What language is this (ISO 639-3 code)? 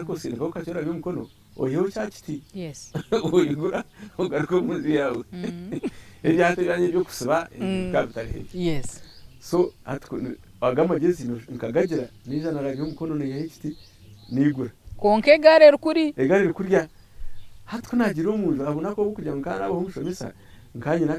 nyn